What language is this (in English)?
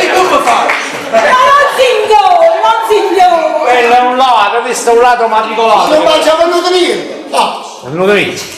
Neapolitan